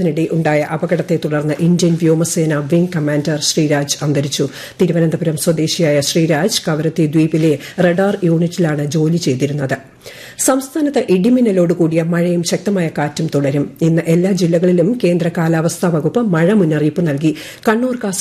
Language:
Malayalam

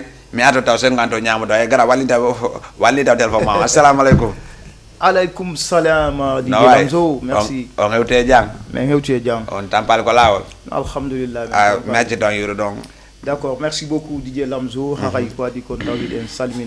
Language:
Fula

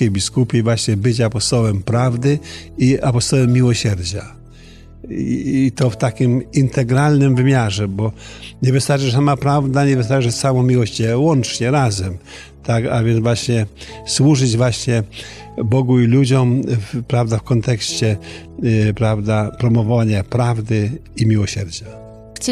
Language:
Polish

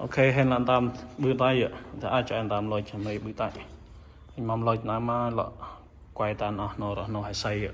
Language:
Central Mnong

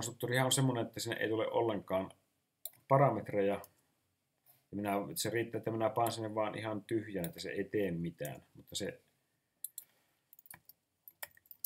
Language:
Finnish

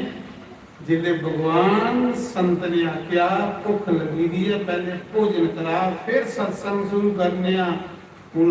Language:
Dogri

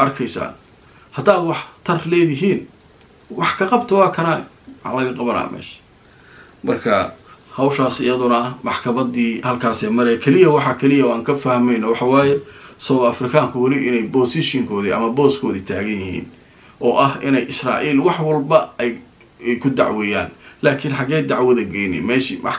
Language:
Somali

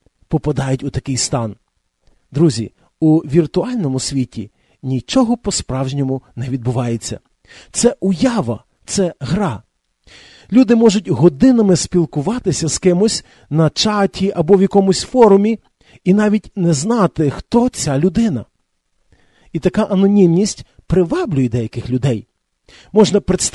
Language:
Ukrainian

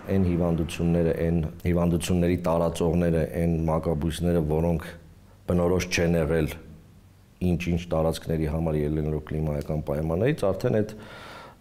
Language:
Armenian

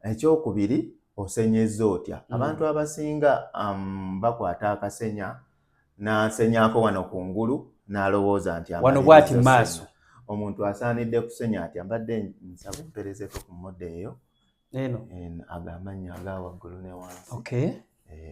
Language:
Ganda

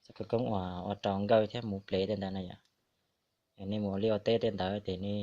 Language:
Hmong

